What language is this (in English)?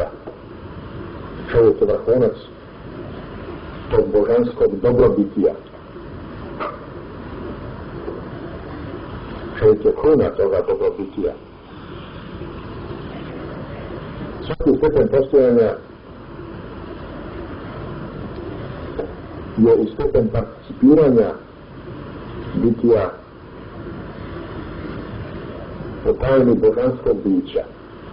Bosnian